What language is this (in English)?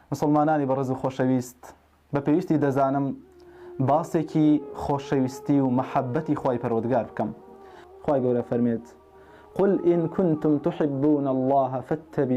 Central Kurdish